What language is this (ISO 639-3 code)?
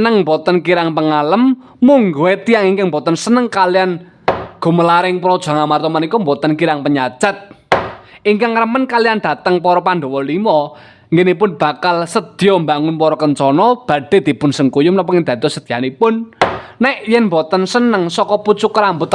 jav